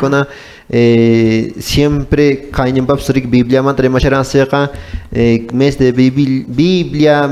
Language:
Quechua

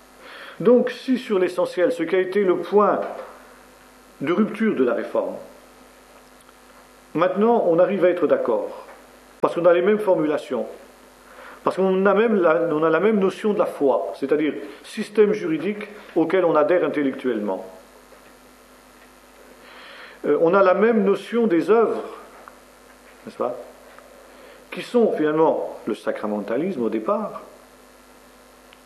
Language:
French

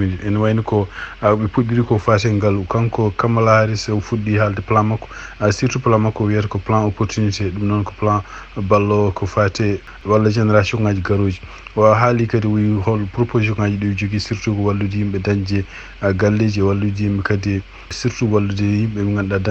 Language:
Fula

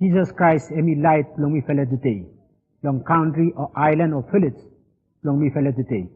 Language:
Bislama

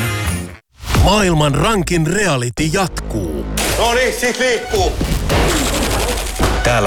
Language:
Finnish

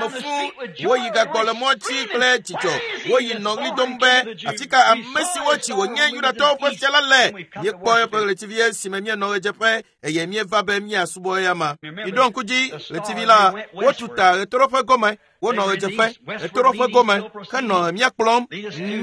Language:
Ewe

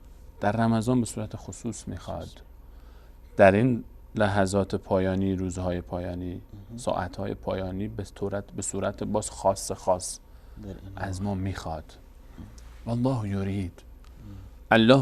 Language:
Persian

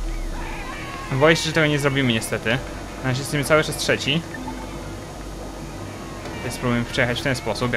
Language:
Polish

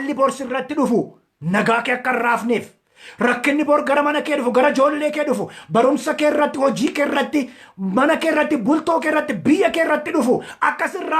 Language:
Oromo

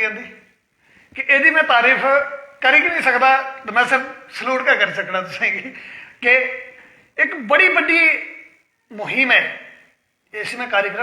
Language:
Dogri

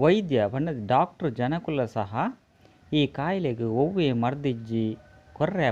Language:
Tulu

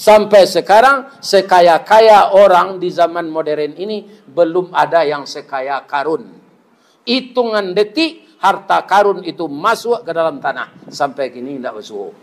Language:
Minangkabau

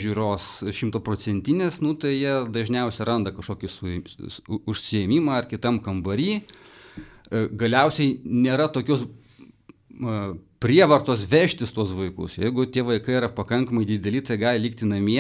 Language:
Lithuanian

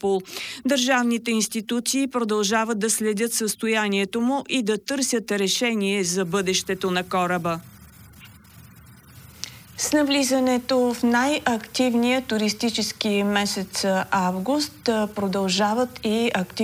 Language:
Bulgarian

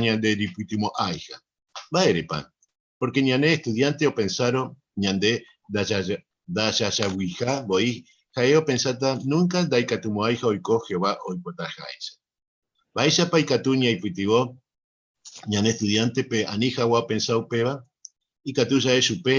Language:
Guarani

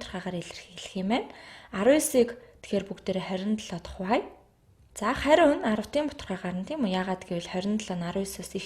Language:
Mongolian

